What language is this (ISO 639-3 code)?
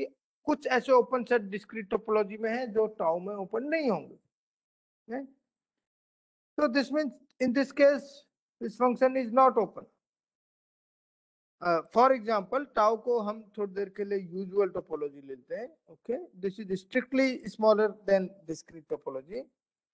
hin